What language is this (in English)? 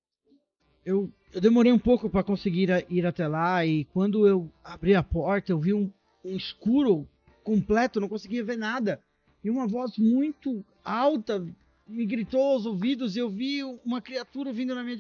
Portuguese